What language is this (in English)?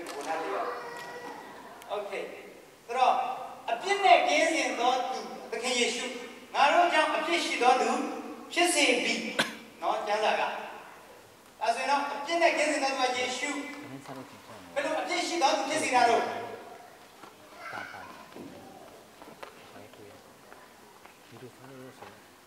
Burmese